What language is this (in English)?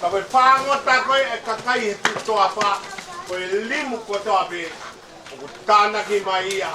Tongan